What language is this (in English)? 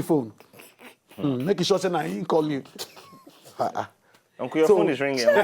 Nigerian Pidgin